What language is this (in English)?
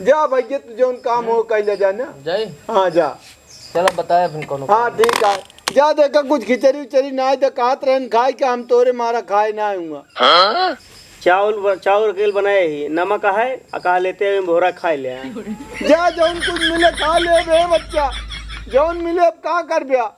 Awadhi